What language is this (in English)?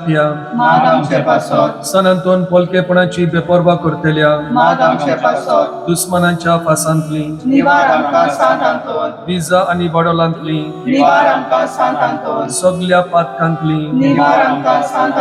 Konkani